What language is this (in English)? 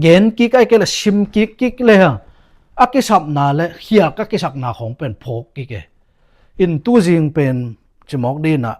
Tedim Chin